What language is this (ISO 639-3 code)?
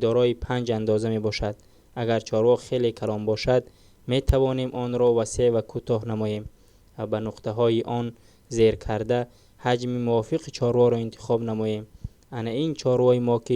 tgk